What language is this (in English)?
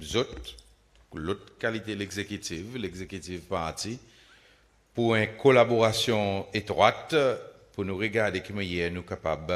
Seselwa Creole French